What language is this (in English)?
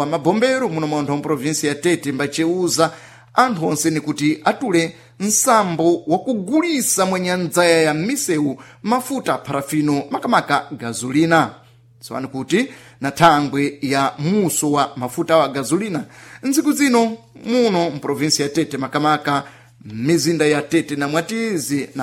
Sena